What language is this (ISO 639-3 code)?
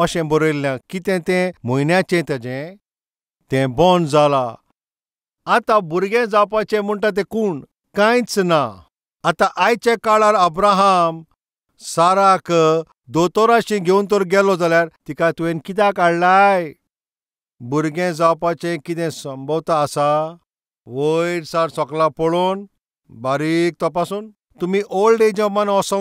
kok